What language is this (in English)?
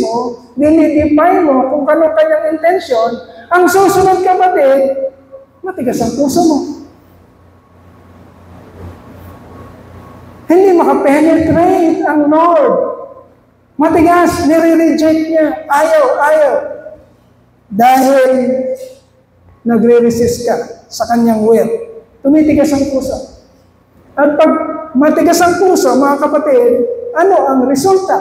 Filipino